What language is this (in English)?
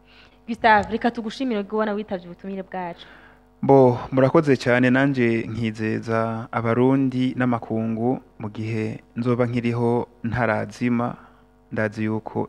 Rundi